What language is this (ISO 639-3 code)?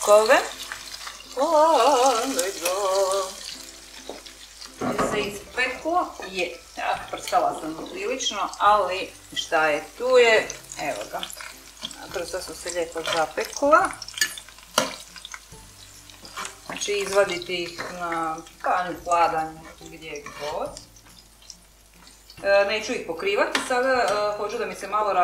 hrv